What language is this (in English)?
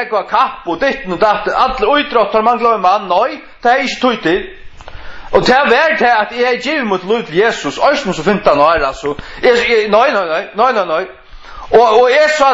Faroese